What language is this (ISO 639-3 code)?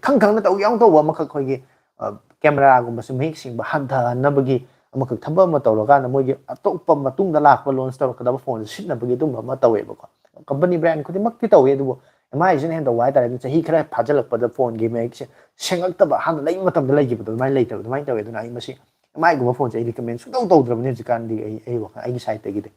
mni